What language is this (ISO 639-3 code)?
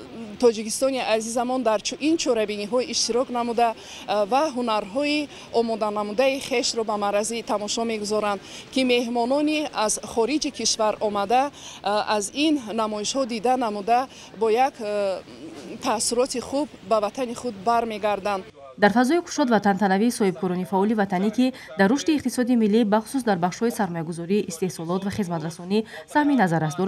tgk